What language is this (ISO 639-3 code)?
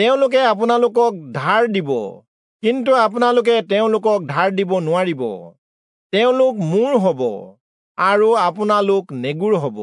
asm